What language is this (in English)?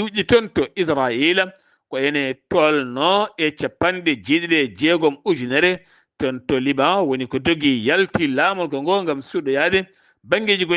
Fula